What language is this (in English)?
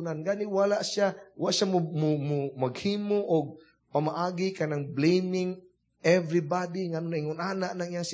Cebuano